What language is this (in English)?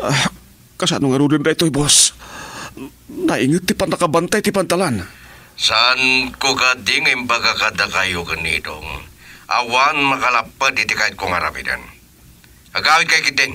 Iloko